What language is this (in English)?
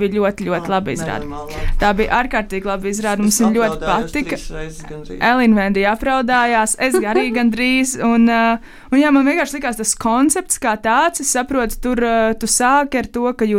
Latvian